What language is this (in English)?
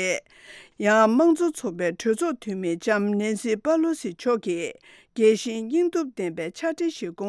Tibetan